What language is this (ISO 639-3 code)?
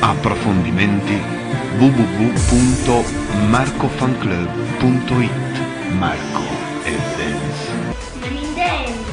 nap